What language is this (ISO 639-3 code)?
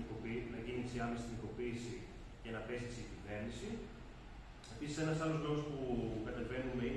ell